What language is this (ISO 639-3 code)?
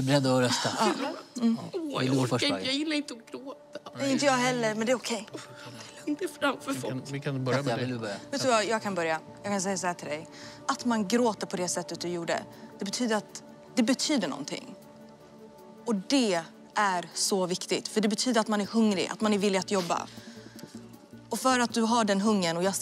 swe